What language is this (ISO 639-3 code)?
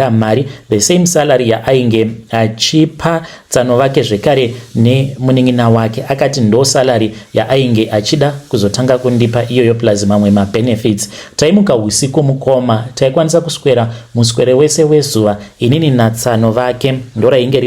sna